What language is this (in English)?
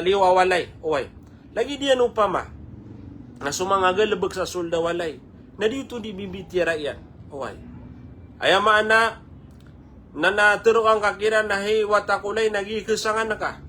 Maranao